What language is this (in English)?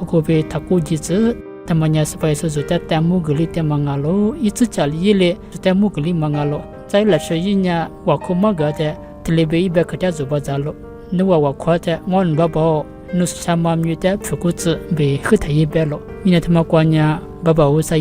Lisu